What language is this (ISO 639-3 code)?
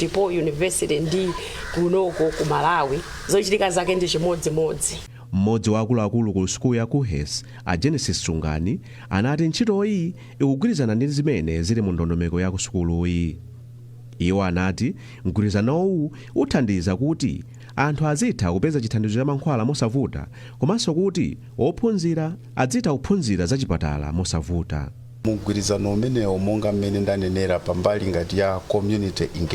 nya